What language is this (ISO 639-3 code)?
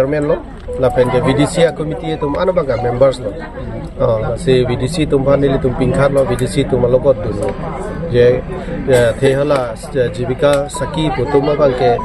mjw